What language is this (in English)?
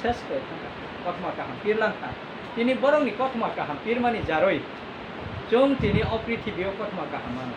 Kok Borok